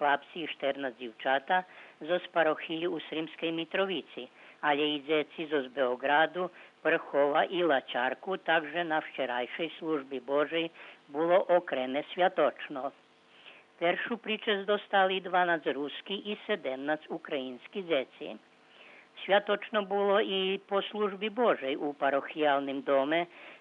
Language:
Rusyn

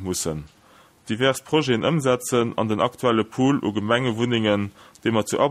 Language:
Luxembourgish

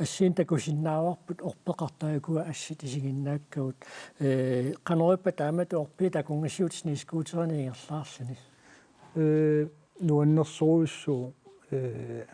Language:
Kalaallisut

